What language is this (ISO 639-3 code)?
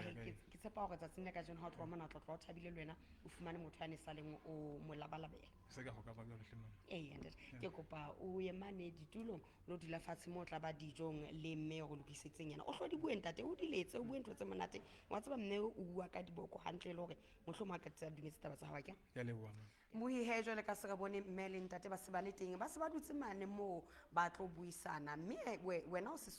sot